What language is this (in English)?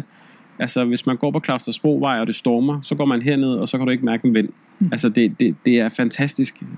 Danish